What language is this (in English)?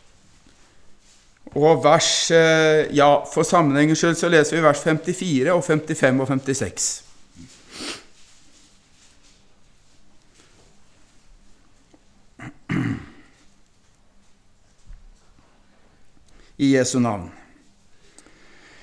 Norwegian